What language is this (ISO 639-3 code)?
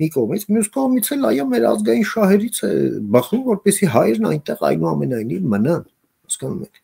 hye